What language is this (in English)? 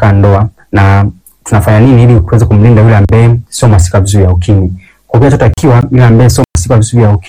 Swahili